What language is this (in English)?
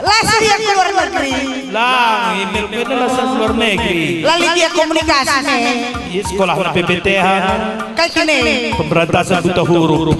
Batak Karo